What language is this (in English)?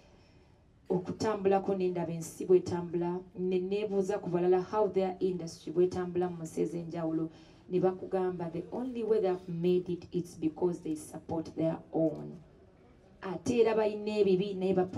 Ganda